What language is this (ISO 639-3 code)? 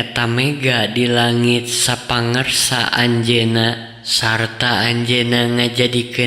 sun